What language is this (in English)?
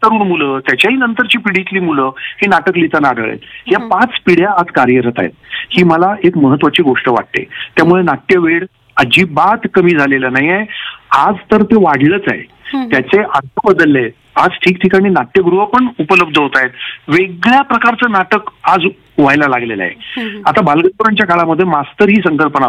Marathi